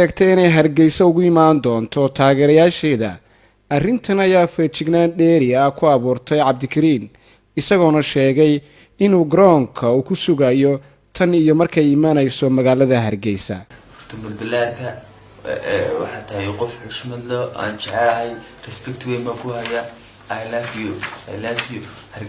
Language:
Somali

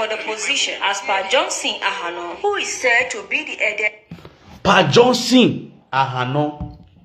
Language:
Nigerian Pidgin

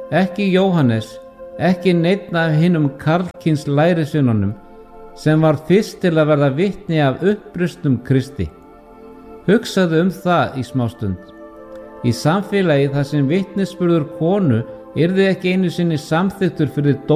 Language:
Icelandic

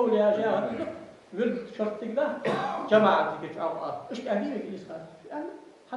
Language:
Ingush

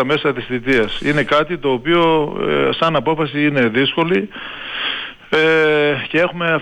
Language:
Greek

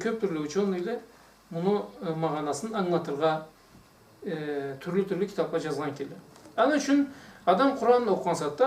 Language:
Karachay-Balkar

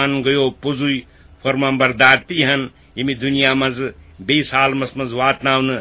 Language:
Kashmiri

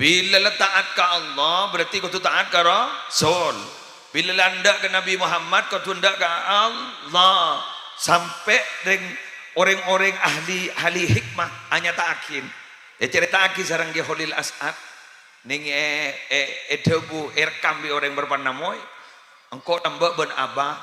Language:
Madurese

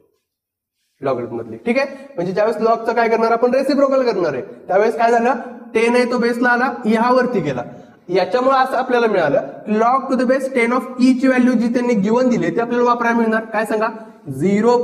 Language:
Marathi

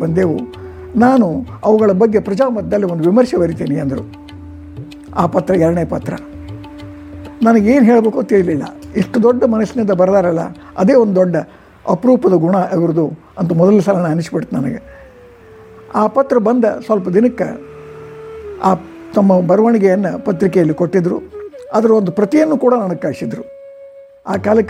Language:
Kannada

